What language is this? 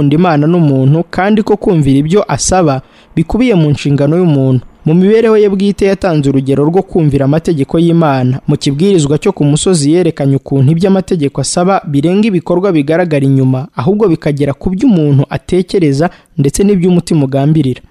Kinyarwanda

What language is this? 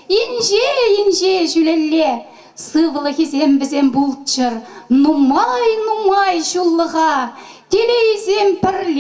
Chuvash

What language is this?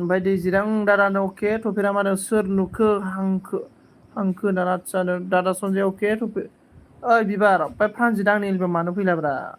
Bodo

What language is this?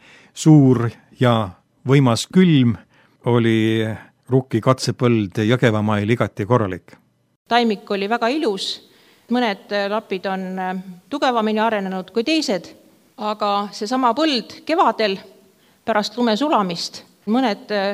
Estonian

